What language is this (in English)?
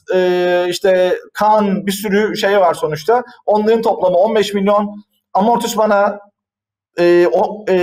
Turkish